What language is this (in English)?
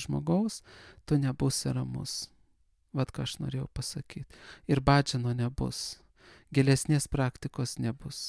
Lithuanian